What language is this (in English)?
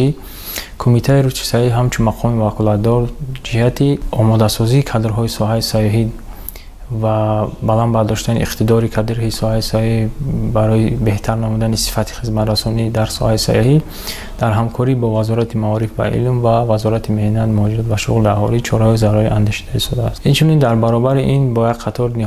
Tajik